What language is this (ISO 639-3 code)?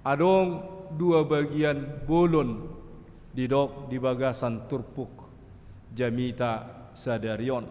bbc